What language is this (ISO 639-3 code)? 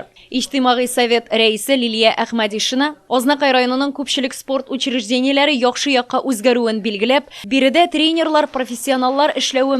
tat